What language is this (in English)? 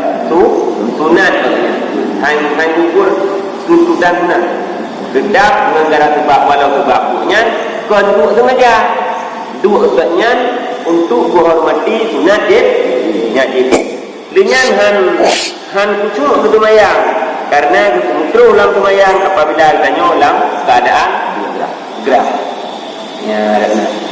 Achinese